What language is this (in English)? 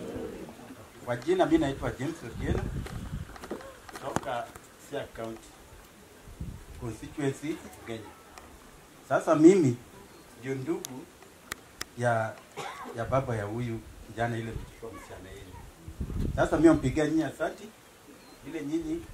Swahili